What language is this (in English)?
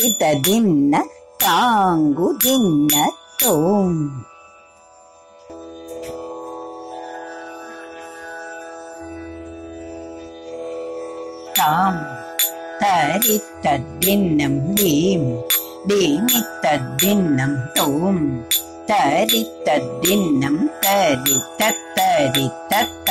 Malayalam